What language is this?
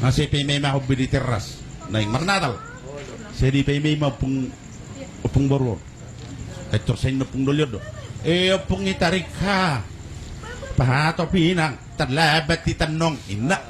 Batak Toba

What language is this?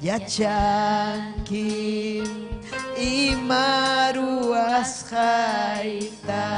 Ayacucho Quechua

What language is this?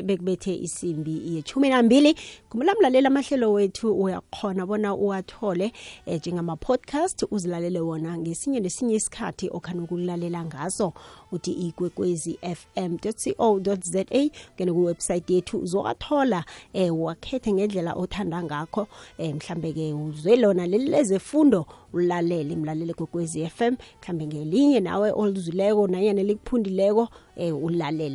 South Ndebele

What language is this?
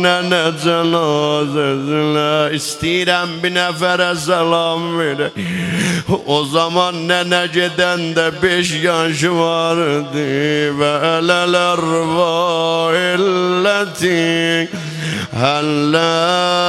South Azerbaijani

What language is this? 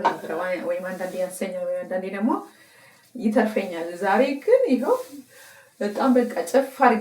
Amharic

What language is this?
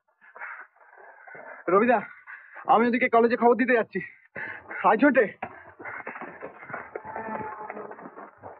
Bangla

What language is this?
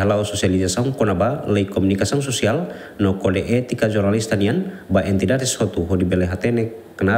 Tetum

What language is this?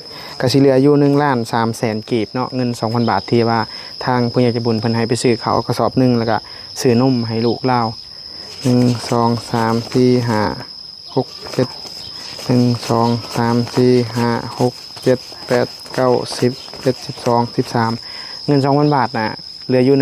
Lao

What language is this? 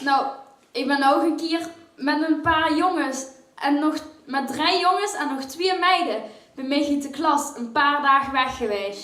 Limburgish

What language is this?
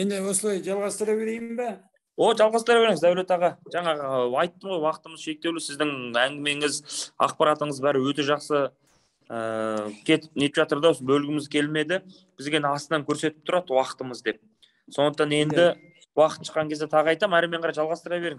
Kazakh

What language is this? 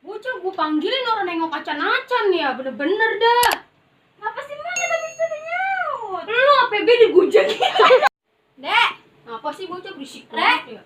Betawi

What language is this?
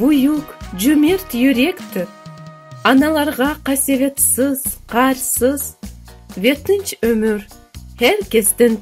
Crimean Tatar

